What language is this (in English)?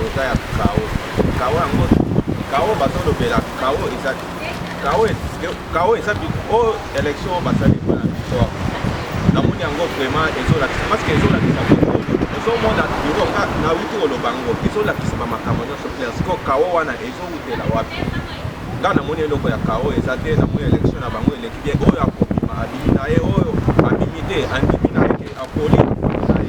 Lingala